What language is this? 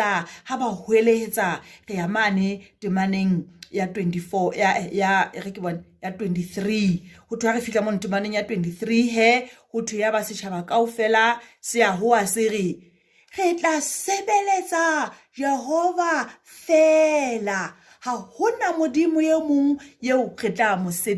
Southern Sotho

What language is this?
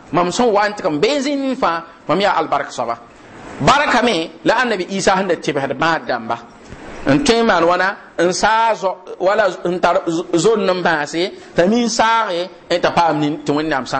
Mossi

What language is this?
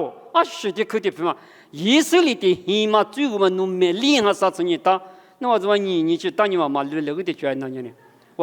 Lisu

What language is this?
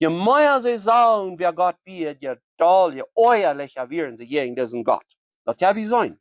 Plautdietsch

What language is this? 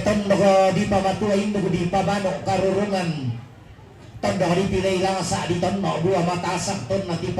Toraja-Sa'dan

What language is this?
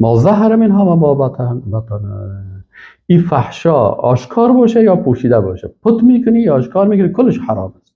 Persian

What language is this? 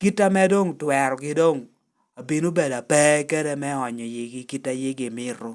Lango (Uganda)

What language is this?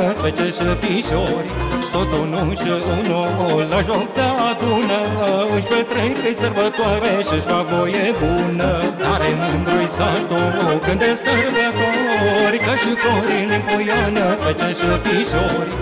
Romanian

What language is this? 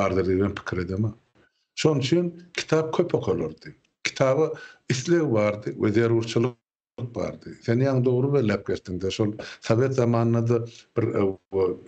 Turkmen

